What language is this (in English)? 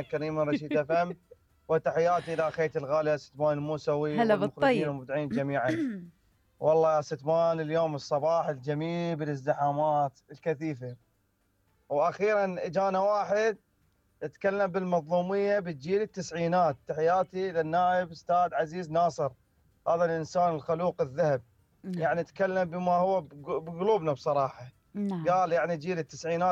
Mesopotamian Arabic